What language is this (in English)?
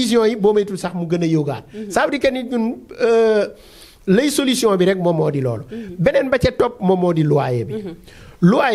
Wolof